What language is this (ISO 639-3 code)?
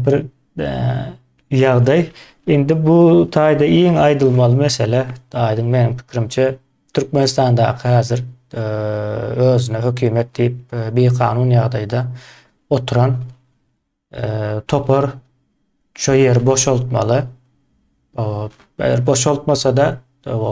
tuk